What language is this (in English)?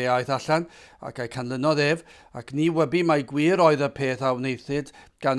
Welsh